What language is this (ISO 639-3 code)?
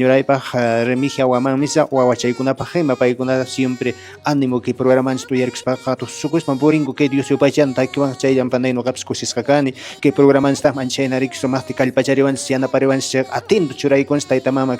que